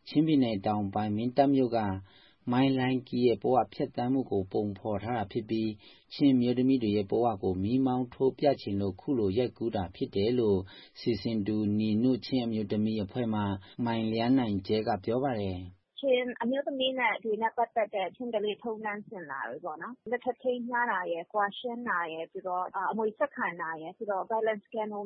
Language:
Burmese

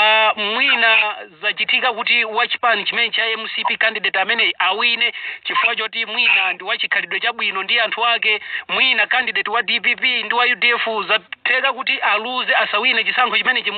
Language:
Nyanja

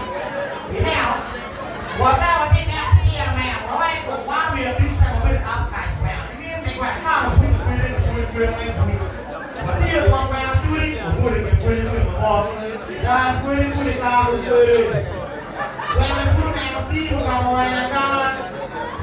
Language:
Acoli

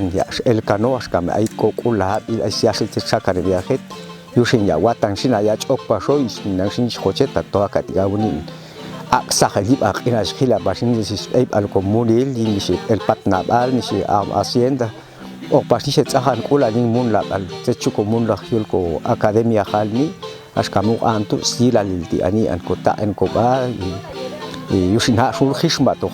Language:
Popti'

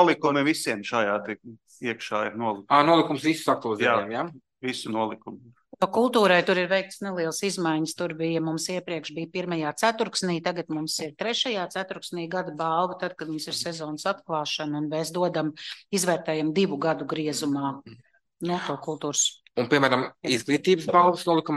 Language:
Latvian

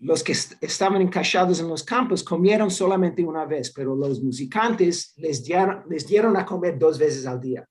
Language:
Ladino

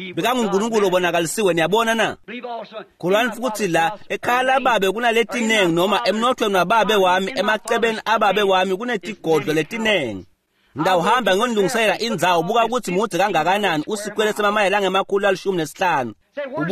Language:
Swati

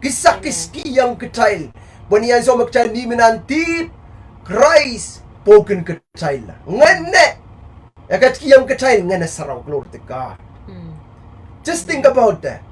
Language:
Pohnpeian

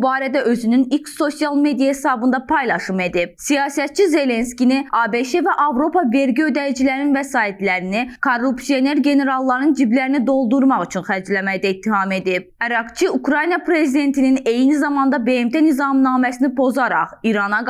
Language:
Azerbaijani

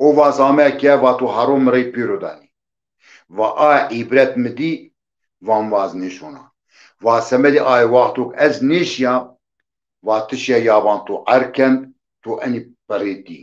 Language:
Zaza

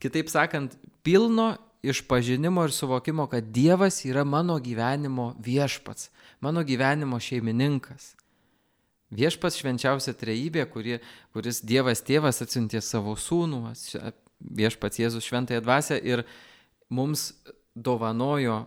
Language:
Lithuanian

